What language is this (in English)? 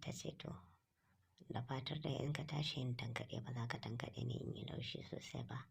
Hausa